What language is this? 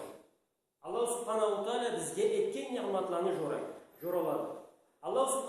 Karachay-Balkar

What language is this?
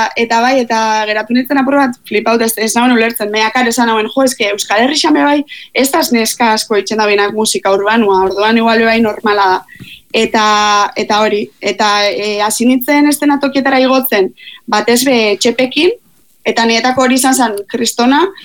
Basque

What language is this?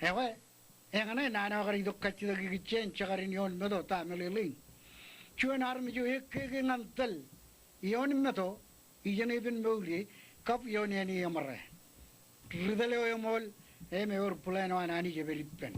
Marshallese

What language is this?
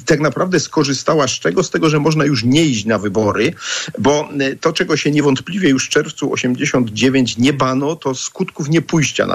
Polish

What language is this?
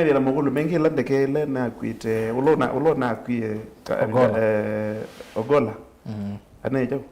Kamba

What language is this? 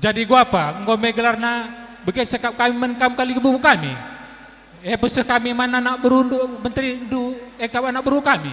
Batak Karo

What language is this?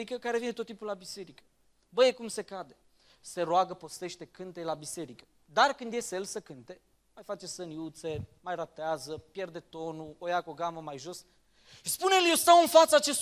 Romanian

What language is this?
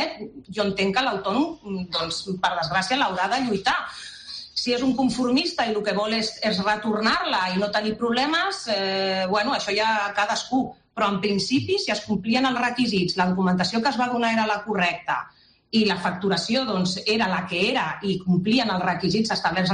Catalan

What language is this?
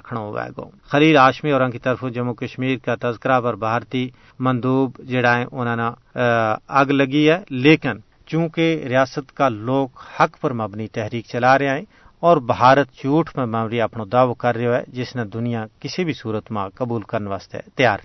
Gujari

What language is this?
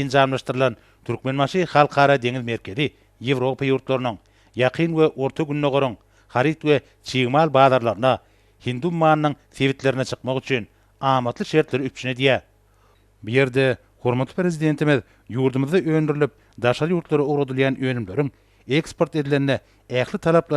Turkmen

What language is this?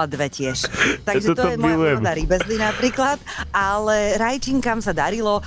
Slovak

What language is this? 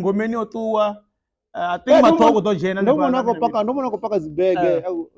Venda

